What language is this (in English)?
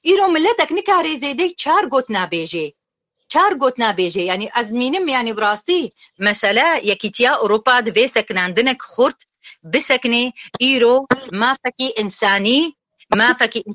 Kurdish